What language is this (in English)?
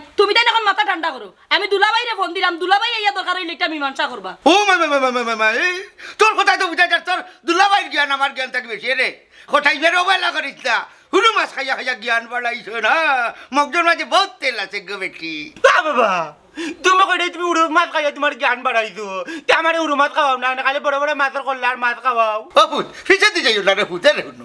Sylheti